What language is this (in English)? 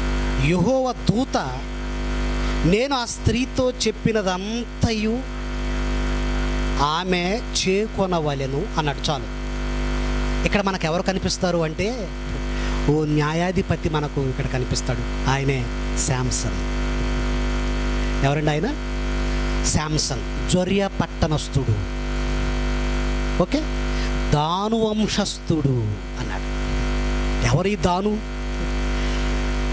Telugu